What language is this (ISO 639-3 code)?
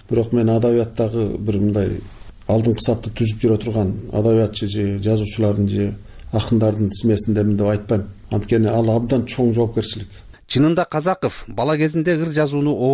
kir